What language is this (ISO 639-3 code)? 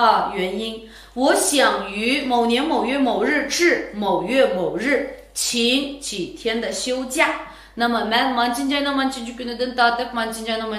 uig